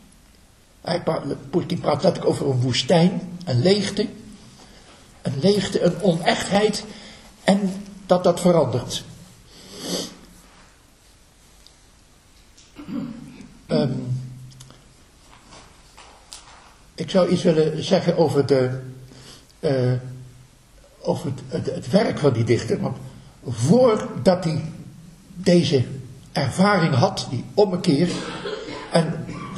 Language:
Dutch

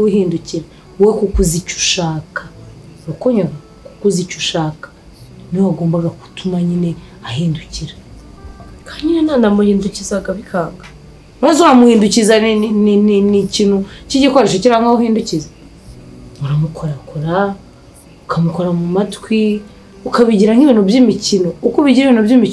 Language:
Kinyarwanda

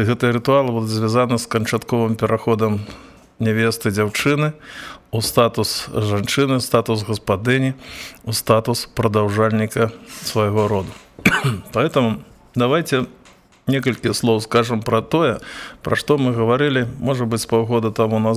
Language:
Belarusian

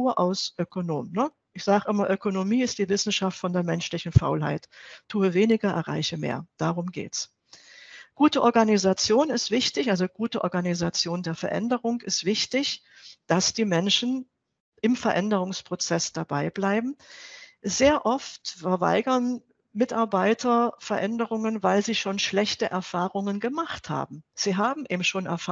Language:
German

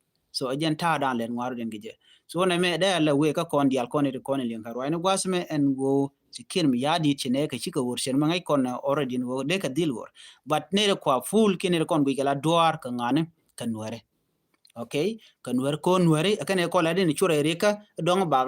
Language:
Nuer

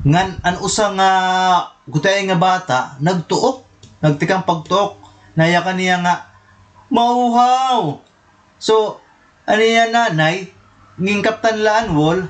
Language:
Waray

